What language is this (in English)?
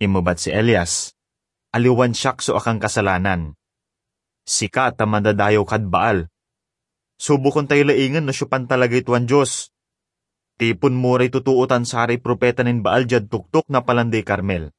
Pangasinan